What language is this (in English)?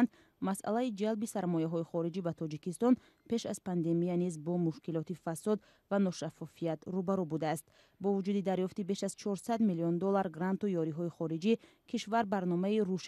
Tajik